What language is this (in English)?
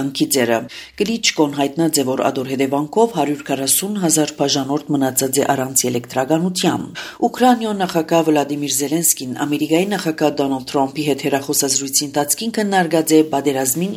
Armenian